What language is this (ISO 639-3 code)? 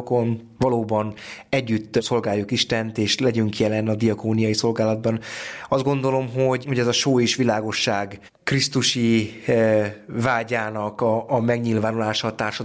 hun